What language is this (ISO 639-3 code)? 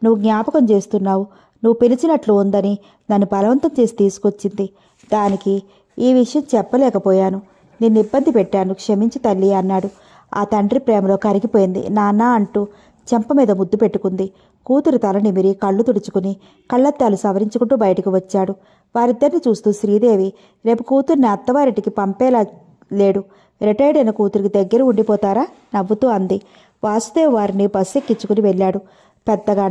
tel